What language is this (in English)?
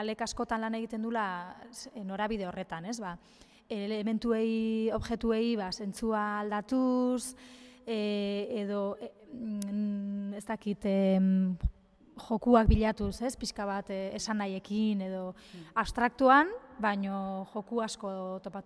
Basque